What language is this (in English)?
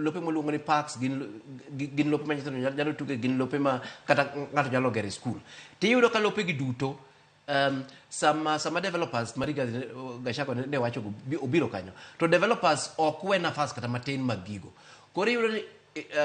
Luo (Kenya and Tanzania)